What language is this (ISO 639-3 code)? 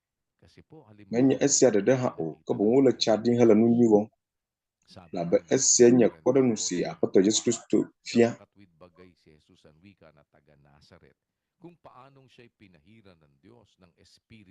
ewe